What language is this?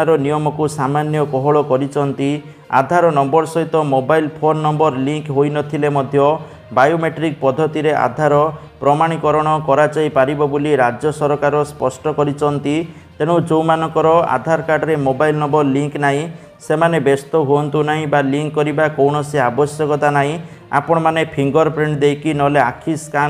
Odia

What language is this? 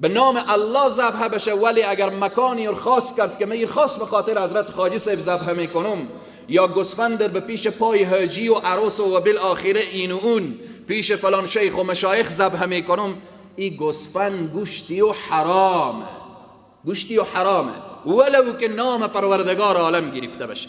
Persian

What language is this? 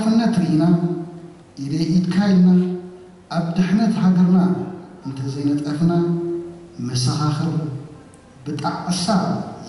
Tigrinya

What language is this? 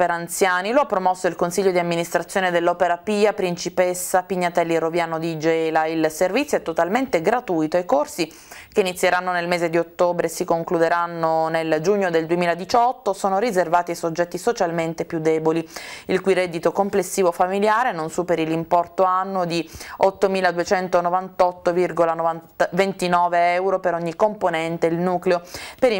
Italian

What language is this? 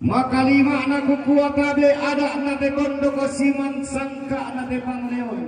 Toraja-Sa'dan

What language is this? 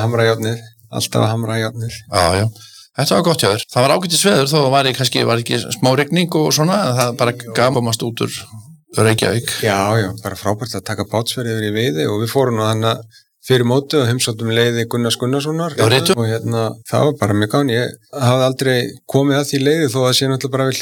Icelandic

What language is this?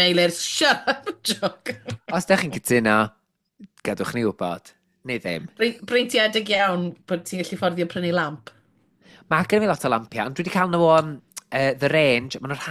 Welsh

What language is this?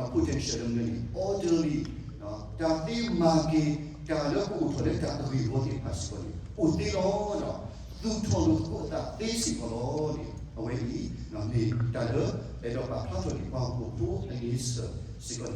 S'gaw Karen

